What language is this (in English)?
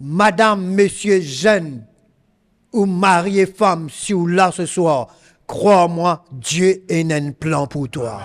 Morisyen